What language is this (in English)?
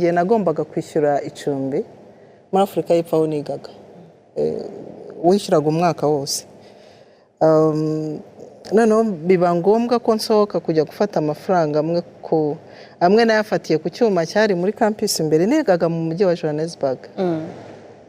Kinyarwanda